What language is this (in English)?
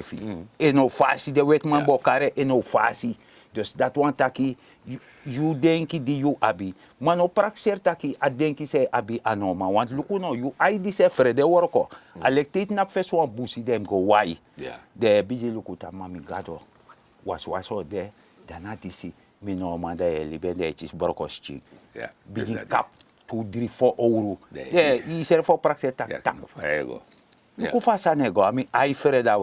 Sranan Tongo